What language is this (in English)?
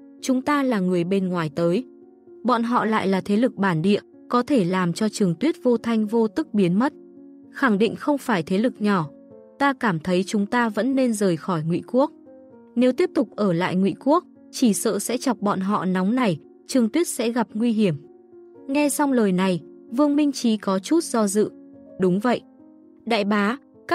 Vietnamese